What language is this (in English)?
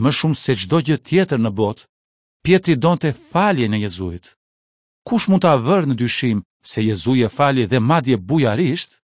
Albanian